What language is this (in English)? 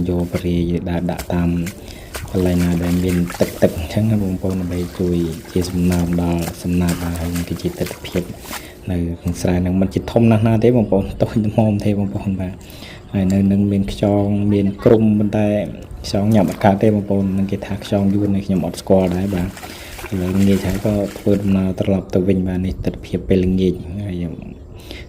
Khmer